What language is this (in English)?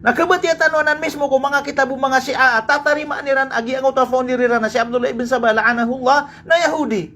Maranao